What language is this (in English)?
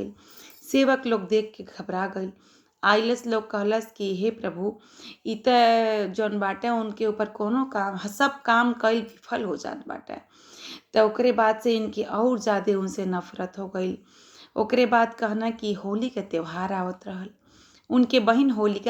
Bhojpuri